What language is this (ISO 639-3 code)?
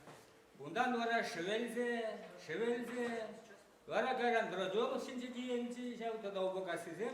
chv